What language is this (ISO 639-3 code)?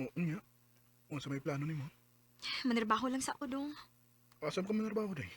ceb